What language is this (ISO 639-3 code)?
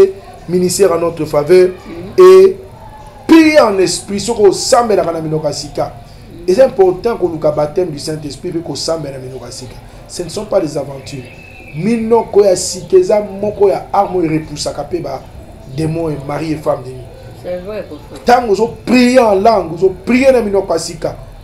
lin